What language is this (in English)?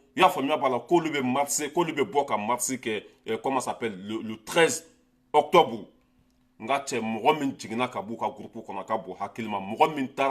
Bambara